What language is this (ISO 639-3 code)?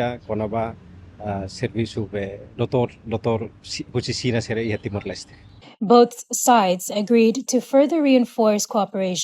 tet